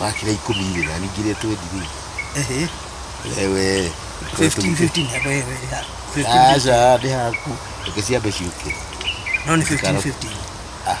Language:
Kikuyu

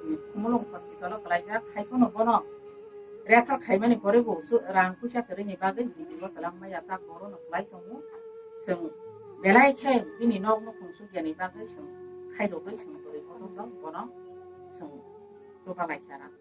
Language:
Kok Borok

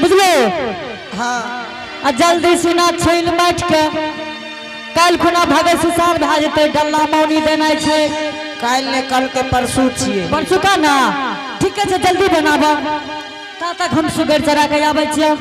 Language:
Angika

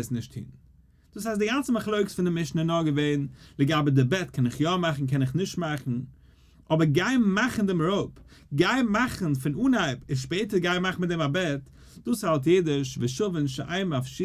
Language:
Yiddish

